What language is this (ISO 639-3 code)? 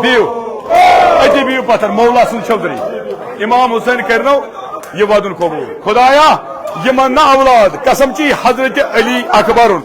kas